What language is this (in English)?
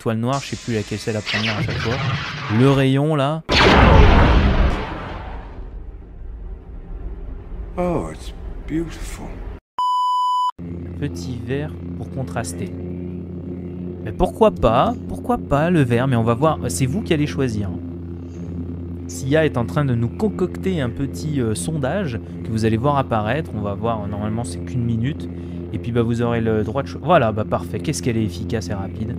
French